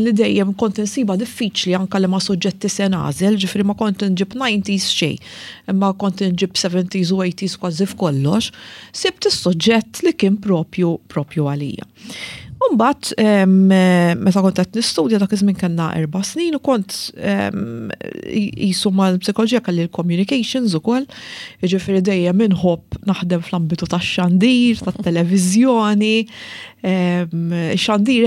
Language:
Maltese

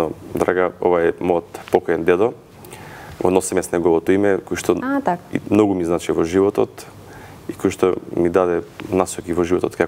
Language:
Macedonian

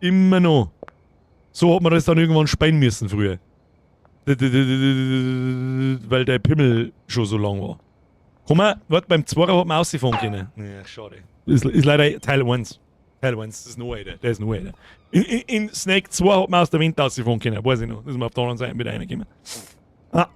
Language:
Bavarian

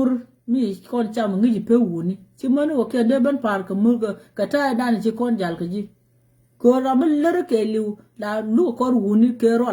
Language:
Nuer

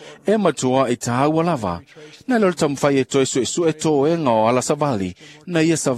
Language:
Samoan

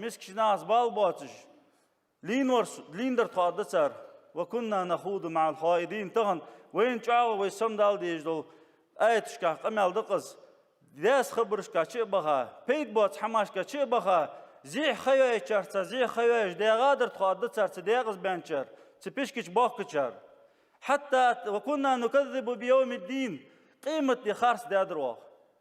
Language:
Ingush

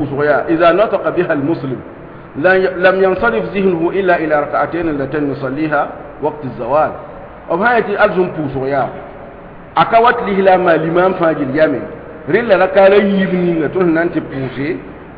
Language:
Mossi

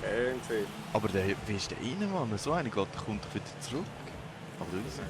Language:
Swiss German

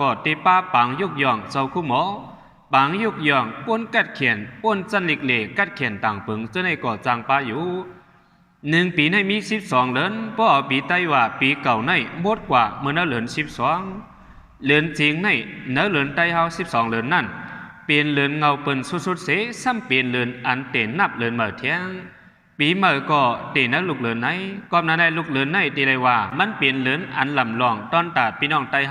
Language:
Shan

